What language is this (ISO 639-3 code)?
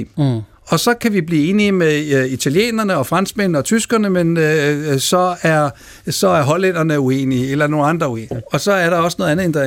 dan